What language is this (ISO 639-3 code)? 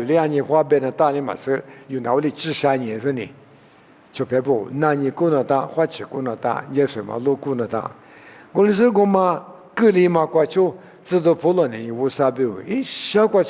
lis